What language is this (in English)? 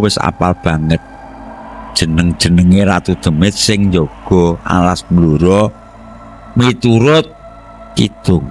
Javanese